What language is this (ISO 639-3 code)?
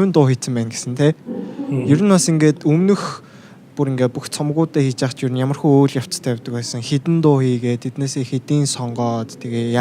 mon